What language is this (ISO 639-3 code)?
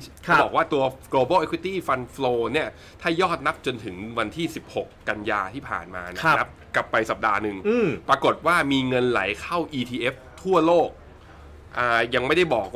tha